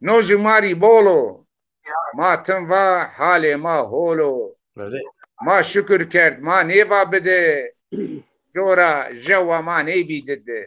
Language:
Zaza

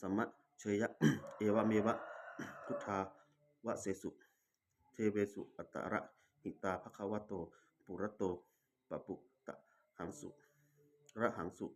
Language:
Pali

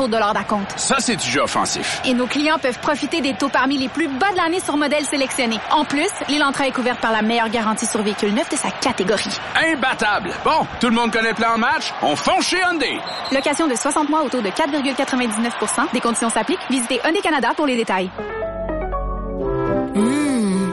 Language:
French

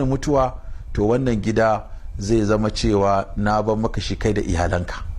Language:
Hausa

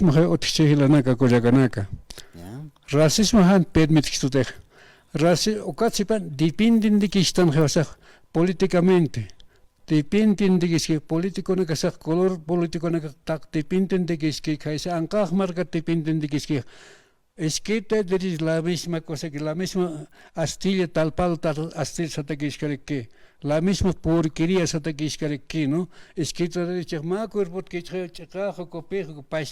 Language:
Aymara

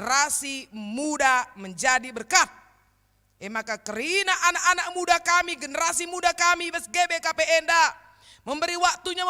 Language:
Batak Karo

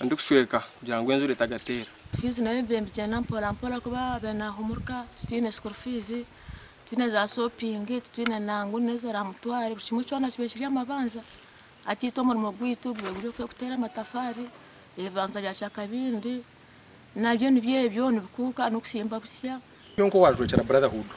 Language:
Nyankole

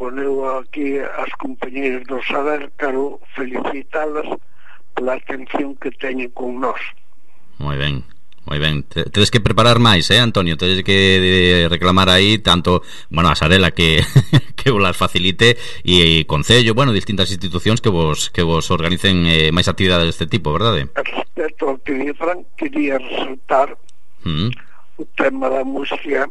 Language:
Galician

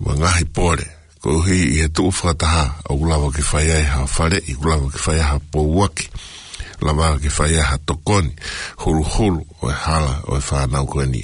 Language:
Tongan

